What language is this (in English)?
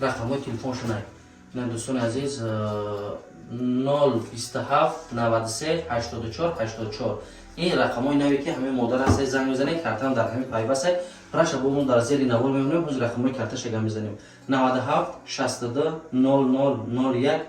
Tajik